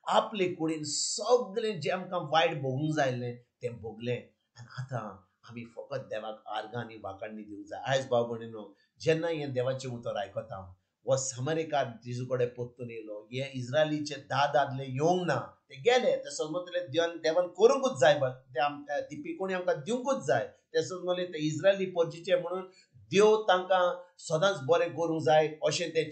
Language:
Konkani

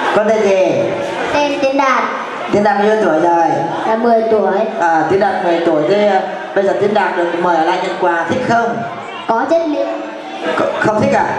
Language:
Vietnamese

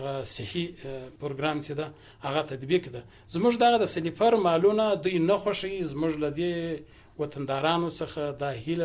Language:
Pashto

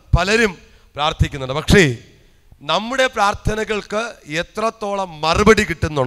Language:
Malayalam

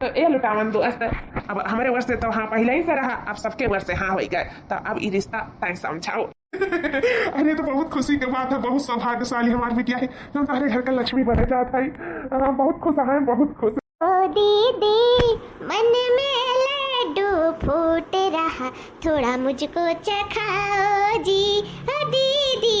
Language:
Awadhi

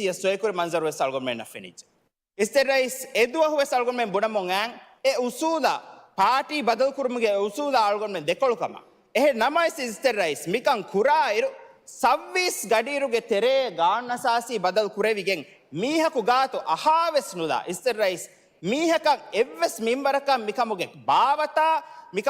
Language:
Divehi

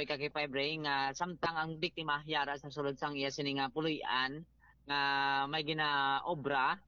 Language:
Hiligaynon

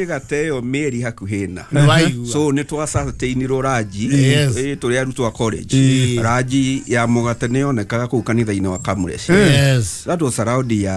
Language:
Kikuyu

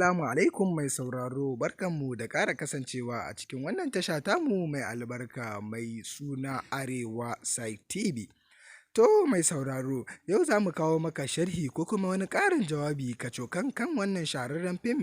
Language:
Hausa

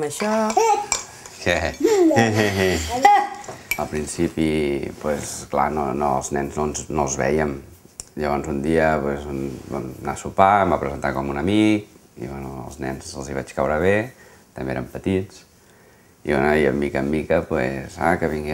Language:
Catalan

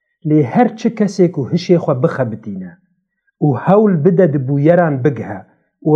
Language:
Kurdish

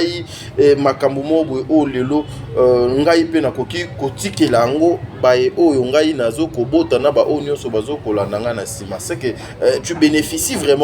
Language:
Lingala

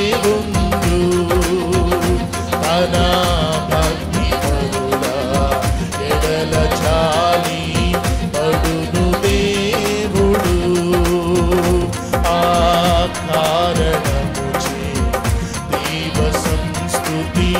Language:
Telugu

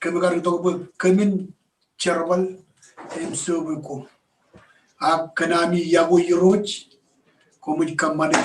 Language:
Marshallese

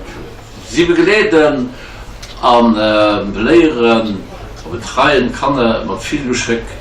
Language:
Luxembourgish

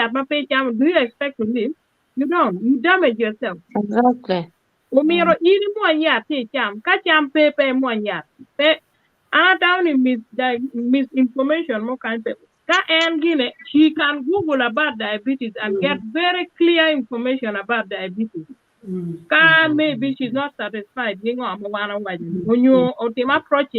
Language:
Acoli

